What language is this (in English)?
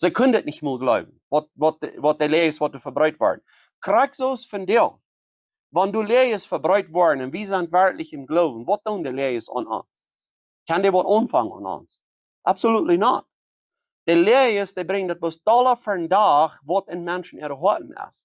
Plautdietsch